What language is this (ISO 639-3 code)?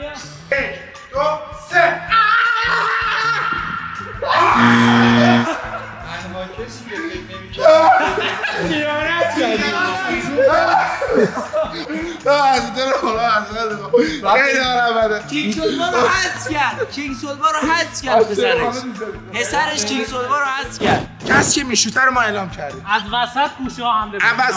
fas